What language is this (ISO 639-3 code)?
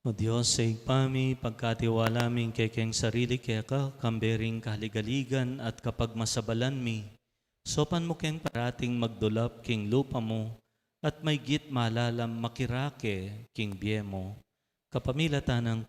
pam